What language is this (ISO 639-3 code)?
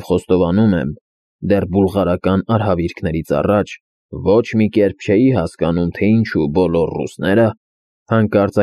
hye